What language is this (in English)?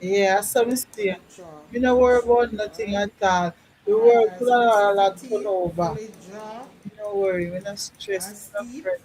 Jamaican Creole English